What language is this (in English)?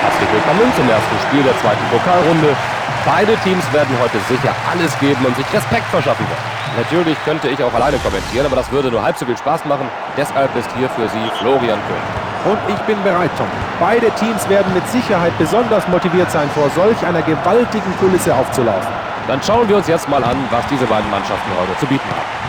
Bavarian